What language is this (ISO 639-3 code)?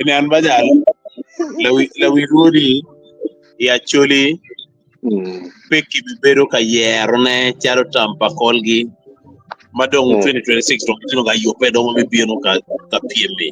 ach